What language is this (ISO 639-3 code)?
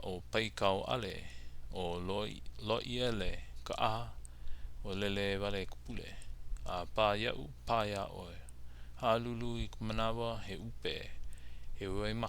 haw